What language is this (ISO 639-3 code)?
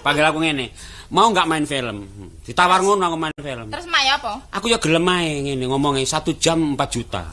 jav